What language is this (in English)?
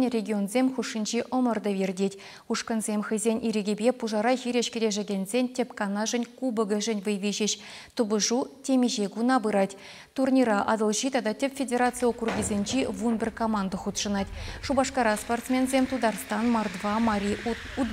Chuvash